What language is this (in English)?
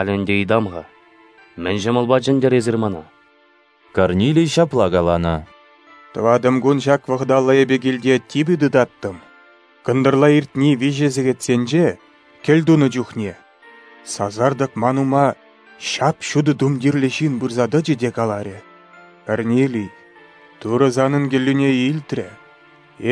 Chuvash